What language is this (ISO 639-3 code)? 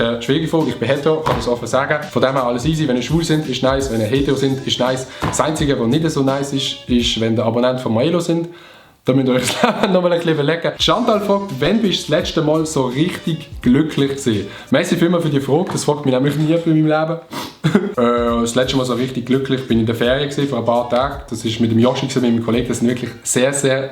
gsw